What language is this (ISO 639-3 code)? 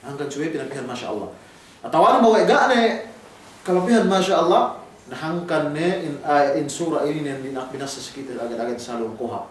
yka